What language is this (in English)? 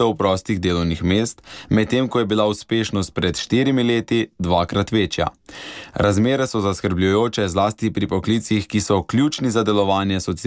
Slovenian